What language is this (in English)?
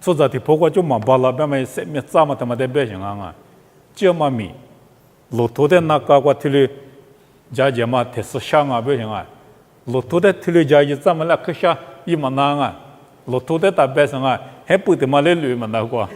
Lisu